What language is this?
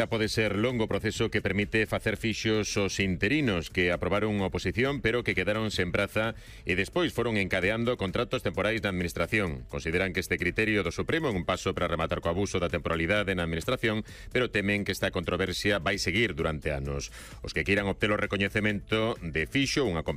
Galician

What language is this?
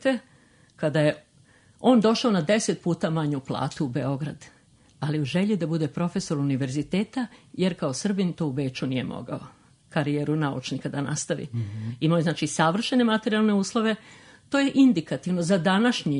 Serbian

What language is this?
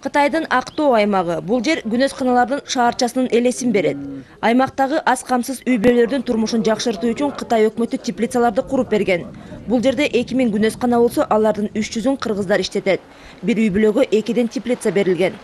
Kyrgyz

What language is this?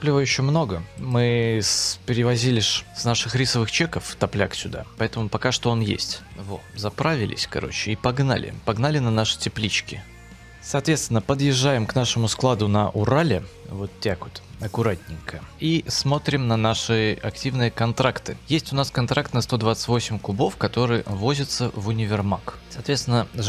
Russian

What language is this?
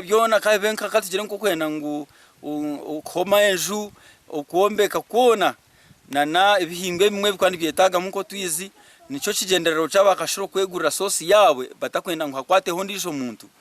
Nyankole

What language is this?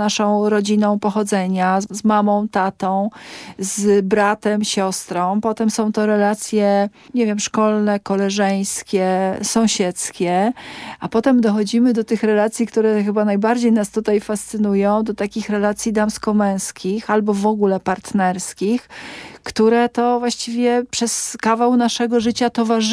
Polish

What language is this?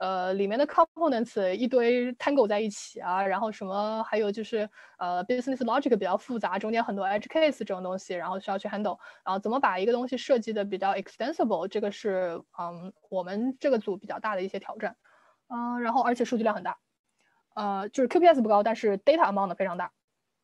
Chinese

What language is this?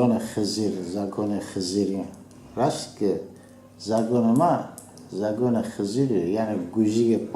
Zaza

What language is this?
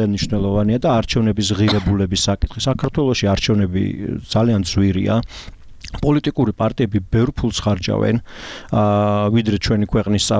Georgian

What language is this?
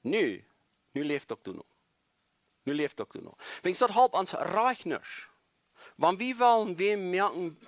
Plautdietsch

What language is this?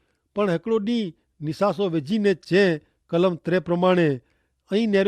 Kachhi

